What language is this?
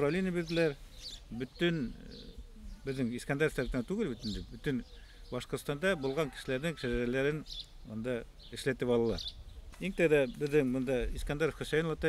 Bashkir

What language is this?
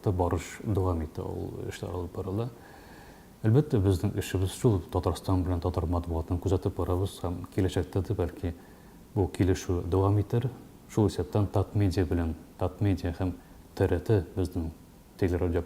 Tatar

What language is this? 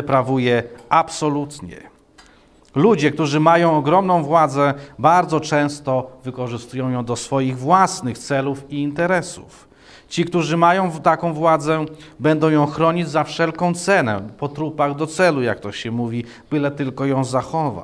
Polish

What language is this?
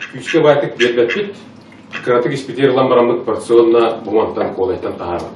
Yakut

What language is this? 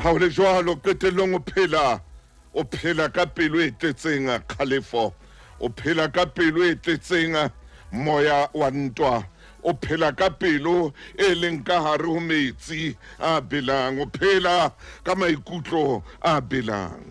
Southern Sotho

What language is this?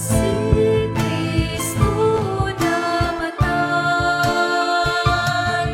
Cebuano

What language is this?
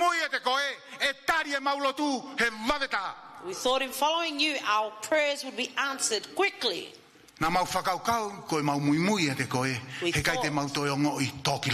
Tongan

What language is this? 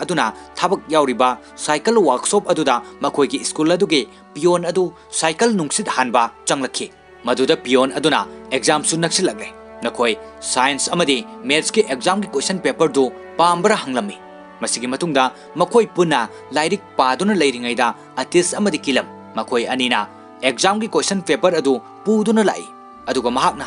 Manipuri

